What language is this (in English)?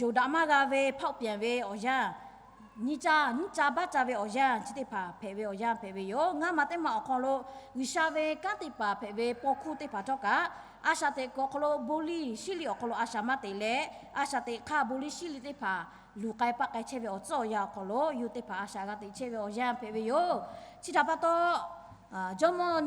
Lahu